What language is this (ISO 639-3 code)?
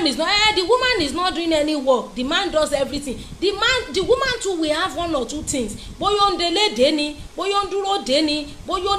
yor